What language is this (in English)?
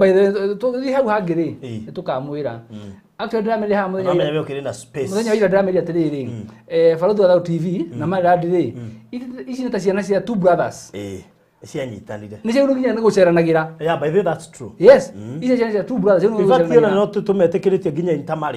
Kikuyu